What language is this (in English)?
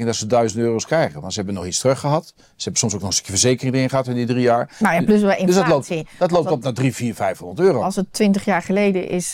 Dutch